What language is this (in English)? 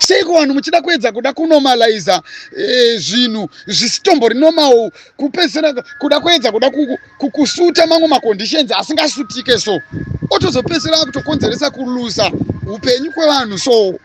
Shona